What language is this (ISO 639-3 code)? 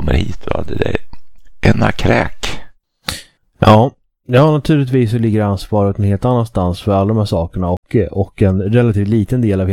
swe